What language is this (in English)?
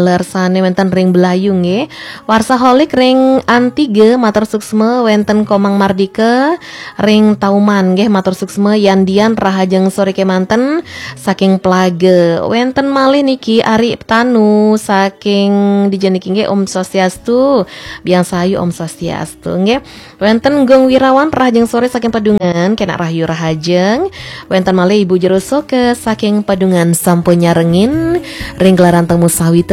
Balinese